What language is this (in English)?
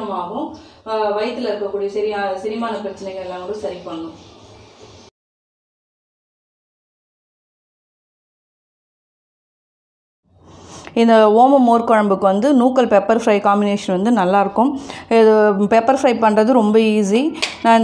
Tamil